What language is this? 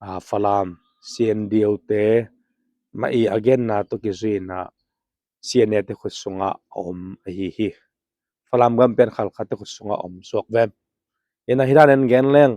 Tedim Chin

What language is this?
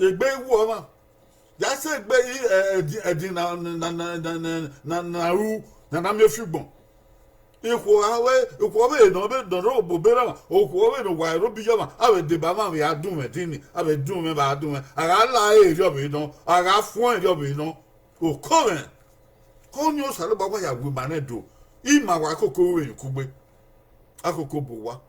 Bini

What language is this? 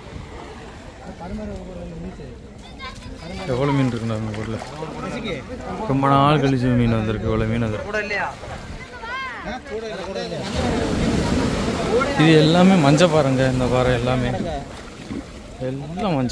Tamil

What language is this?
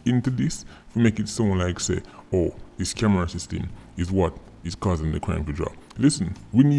Jamaican Creole English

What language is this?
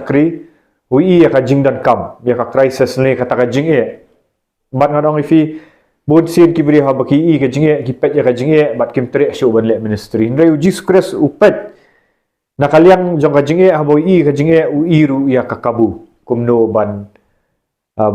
Khasi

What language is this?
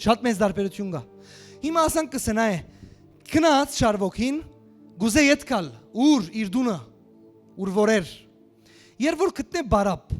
Western Armenian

